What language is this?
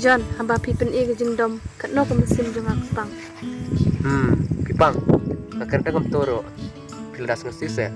Khasi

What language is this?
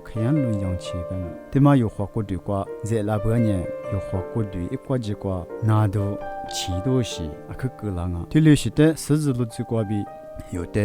Lisu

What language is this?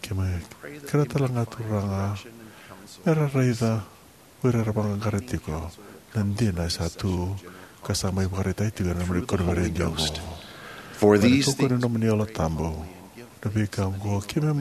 Fijian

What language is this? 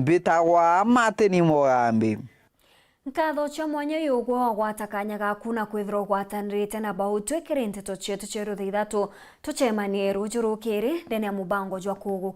Meru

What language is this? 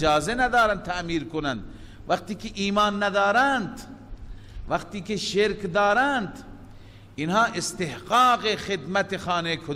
Persian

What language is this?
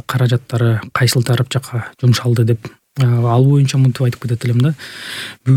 Kyrgyz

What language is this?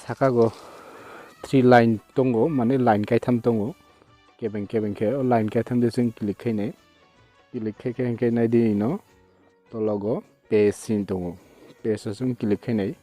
Kok Borok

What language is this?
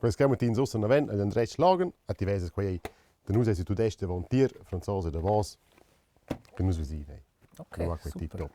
Romansh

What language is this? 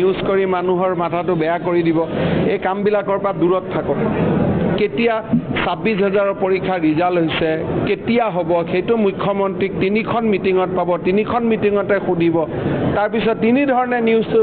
Assamese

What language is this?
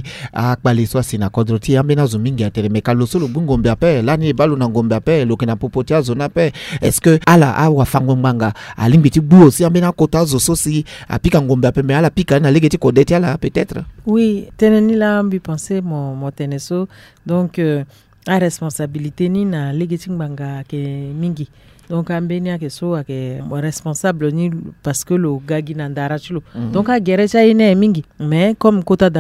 Sango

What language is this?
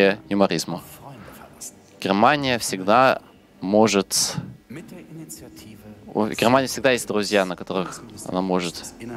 Russian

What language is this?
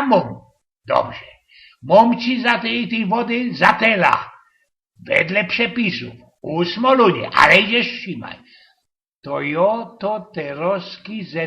Silesian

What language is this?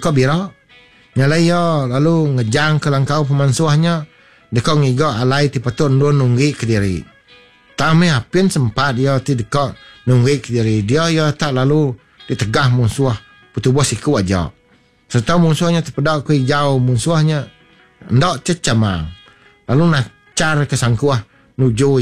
Iban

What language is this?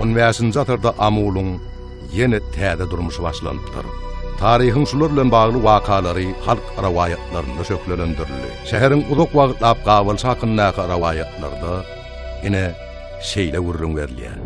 Turkmen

